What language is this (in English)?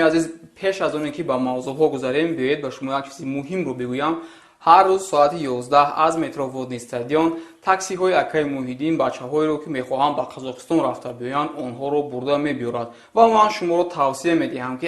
Tajik